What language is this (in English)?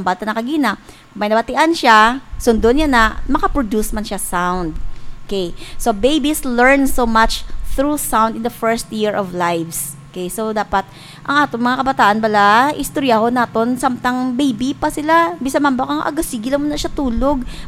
Hiligaynon